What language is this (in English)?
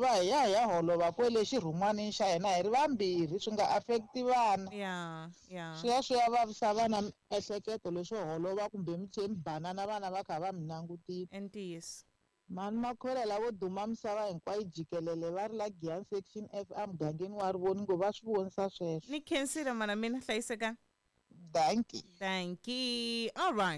Tsonga